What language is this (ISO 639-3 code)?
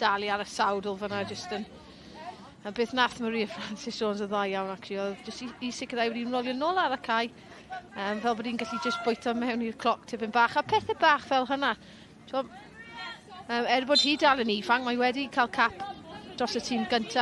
cym